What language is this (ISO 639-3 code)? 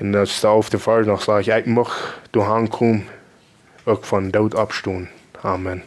pdt